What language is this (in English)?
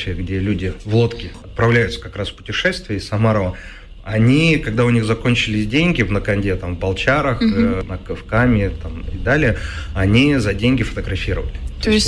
Russian